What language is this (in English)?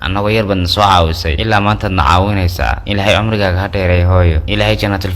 Somali